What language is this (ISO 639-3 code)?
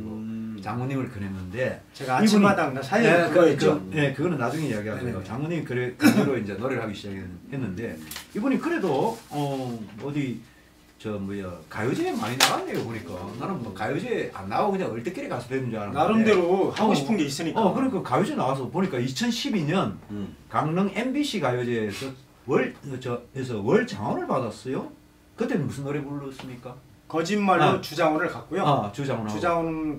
kor